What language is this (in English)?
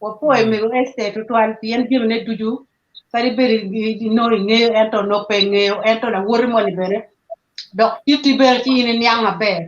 Acoli